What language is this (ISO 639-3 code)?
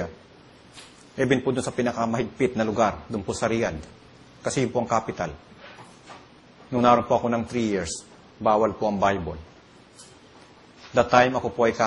fil